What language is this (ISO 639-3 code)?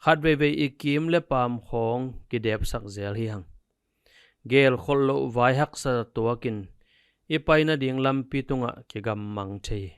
ctd